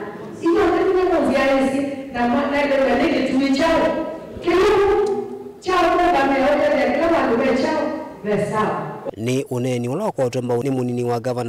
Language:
Kamba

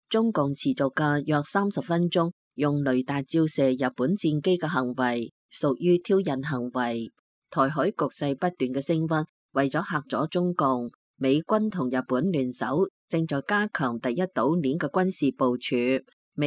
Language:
Cantonese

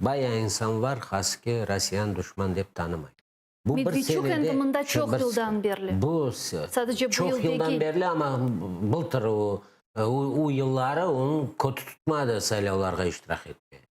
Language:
Crimean Tatar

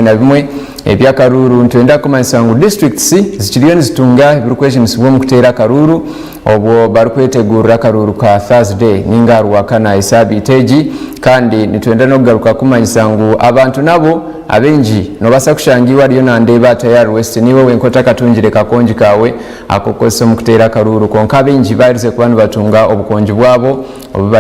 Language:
Nyankole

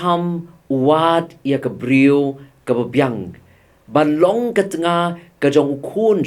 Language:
Khasi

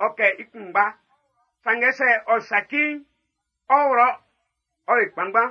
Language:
Baoulé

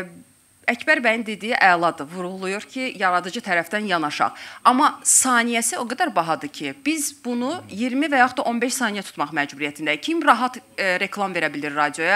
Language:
Azerbaijani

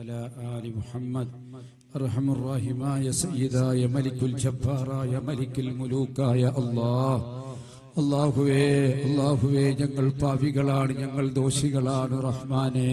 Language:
Malayalam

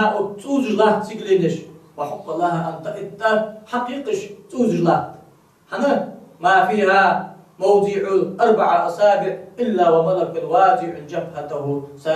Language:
Ingush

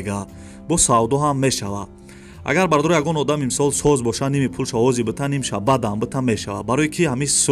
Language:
Tajik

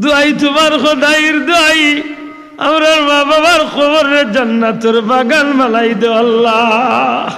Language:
Sylheti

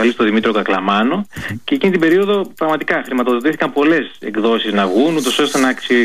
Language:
Greek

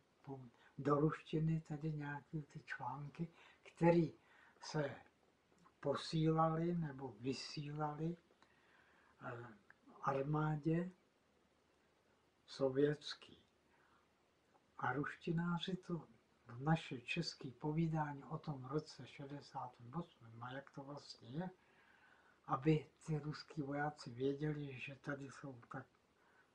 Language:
Czech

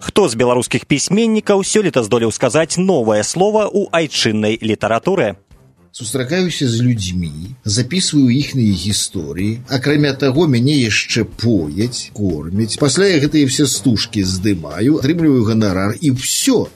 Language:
Belarusian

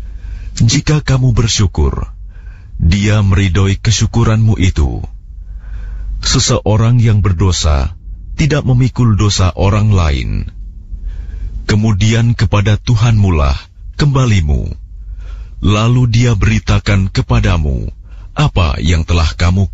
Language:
Indonesian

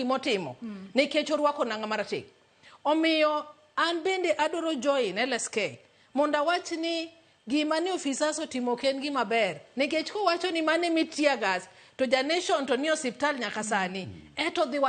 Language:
Luo (Kenya and Tanzania)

